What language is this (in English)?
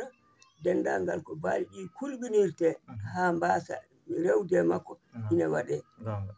Fula